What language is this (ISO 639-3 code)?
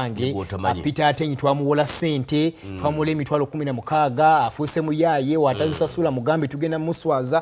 lug